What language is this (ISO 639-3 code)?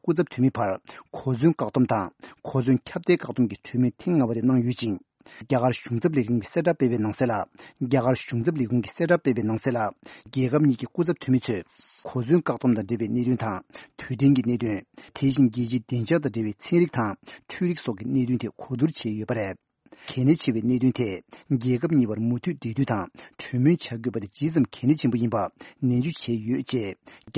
bod